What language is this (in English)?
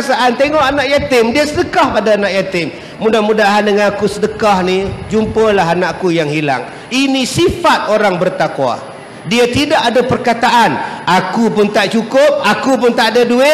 Malay